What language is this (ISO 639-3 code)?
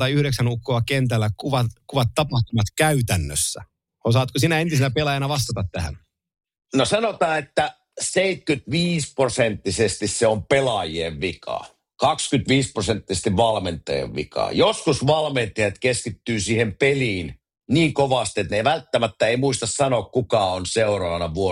fin